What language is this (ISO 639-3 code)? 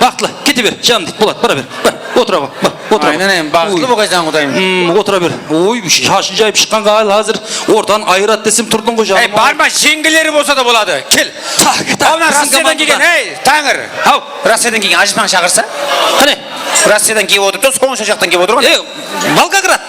kaa